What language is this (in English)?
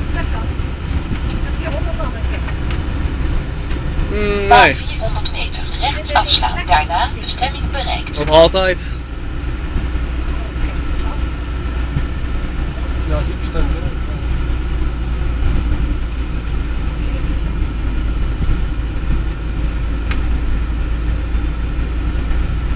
Dutch